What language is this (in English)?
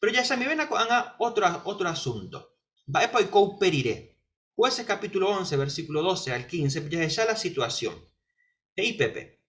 Guarani